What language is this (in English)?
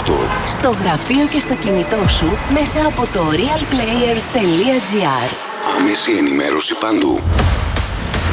Greek